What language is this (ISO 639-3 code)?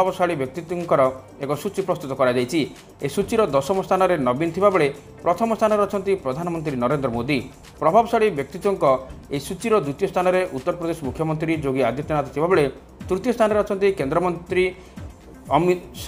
ori